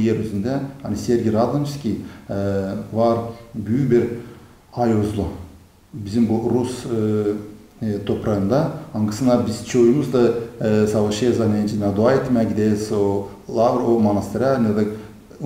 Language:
Gagauz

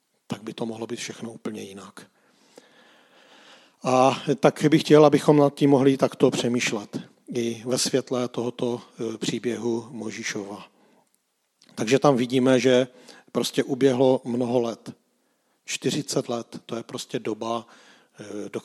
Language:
Czech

